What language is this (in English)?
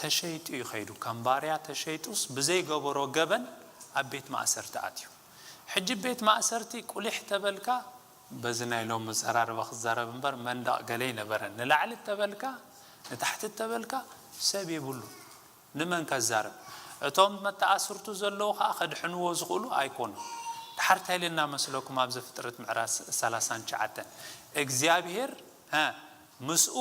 Tigrinya